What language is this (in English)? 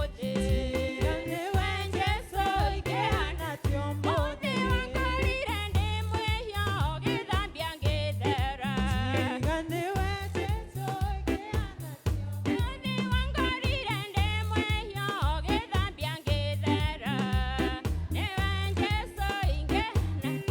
Kikuyu